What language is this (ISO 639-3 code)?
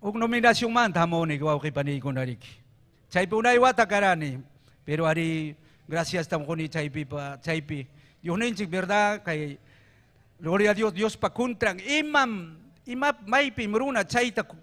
quy